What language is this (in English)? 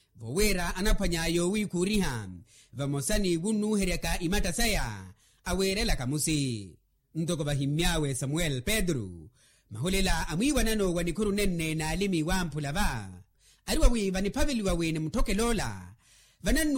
Makhuwa